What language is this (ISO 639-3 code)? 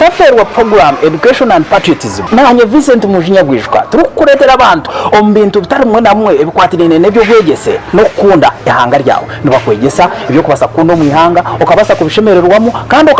nyn